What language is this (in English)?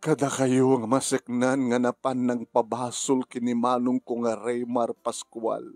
Iloko